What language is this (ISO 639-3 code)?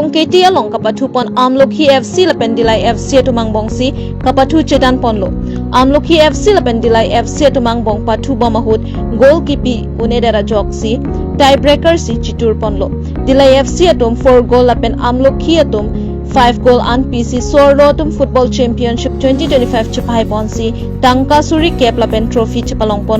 mjw